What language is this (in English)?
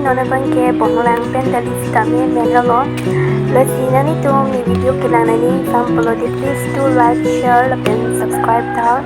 Karbi